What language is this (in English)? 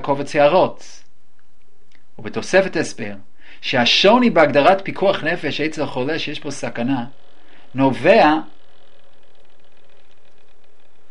Hebrew